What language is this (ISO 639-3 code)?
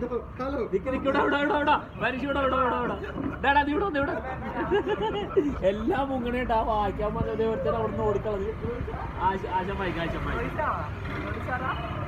mal